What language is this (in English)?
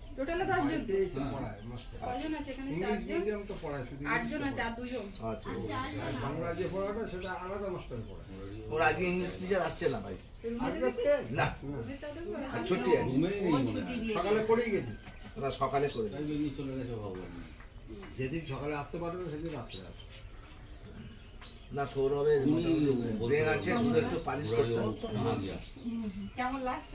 Bangla